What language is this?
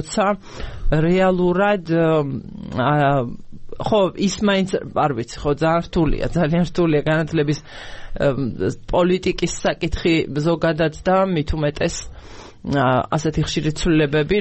Georgian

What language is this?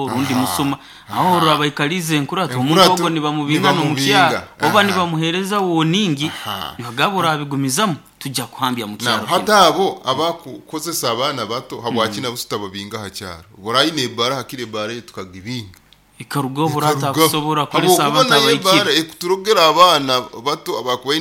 Nyoro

